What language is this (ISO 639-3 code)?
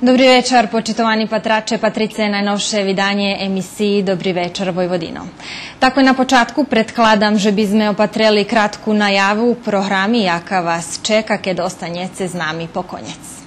rue